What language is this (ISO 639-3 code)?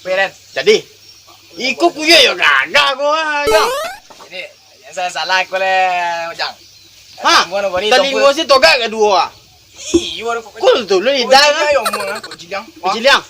min